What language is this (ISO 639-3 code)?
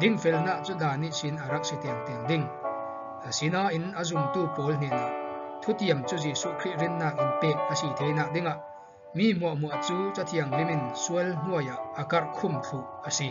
cfm